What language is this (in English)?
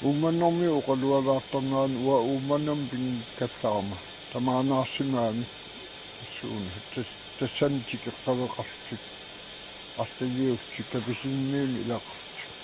Kalaallisut